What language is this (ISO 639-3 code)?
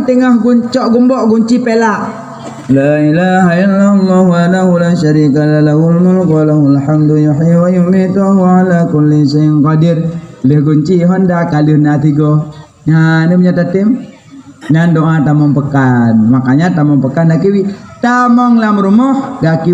ace